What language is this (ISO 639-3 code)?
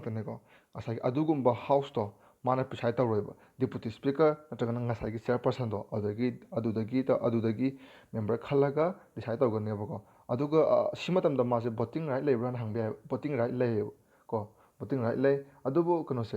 mni